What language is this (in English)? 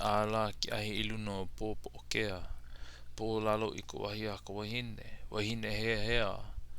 Hawaiian